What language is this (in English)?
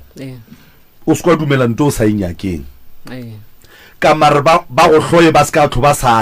Northern Sotho